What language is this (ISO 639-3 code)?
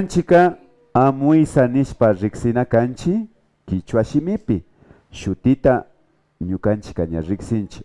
qvi